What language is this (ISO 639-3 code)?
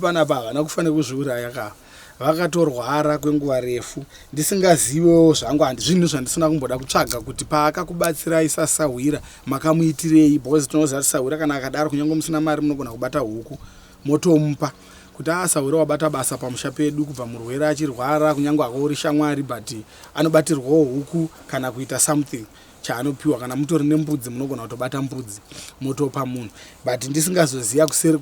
sna